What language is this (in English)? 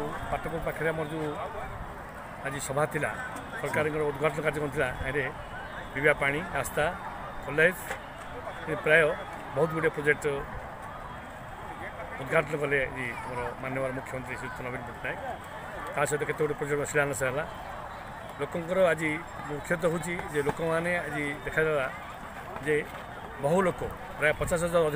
Odia